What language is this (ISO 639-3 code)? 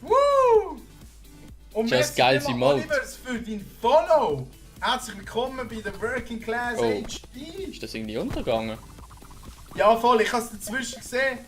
gsw